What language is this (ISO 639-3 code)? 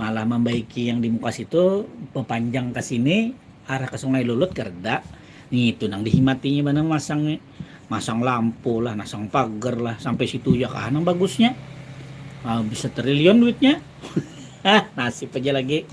bjn